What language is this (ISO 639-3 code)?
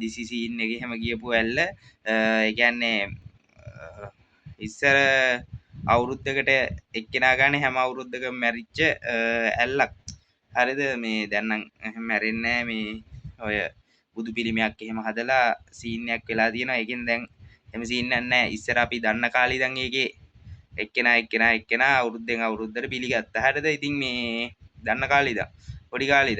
sin